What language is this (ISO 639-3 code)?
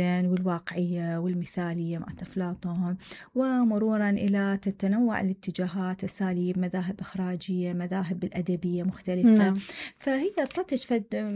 acm